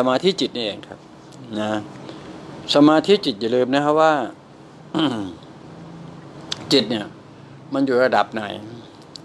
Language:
Thai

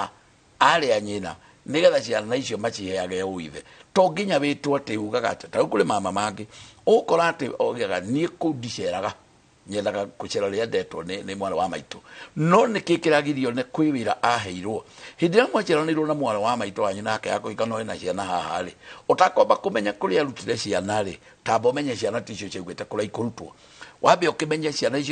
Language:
Kikuyu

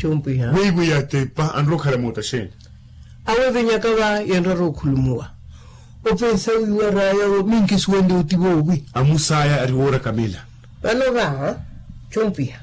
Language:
Makhuwa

